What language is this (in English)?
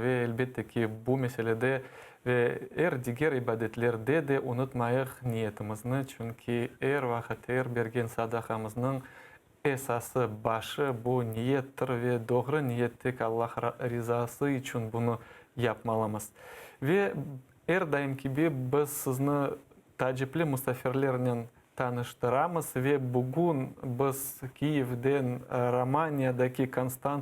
Crimean Tatar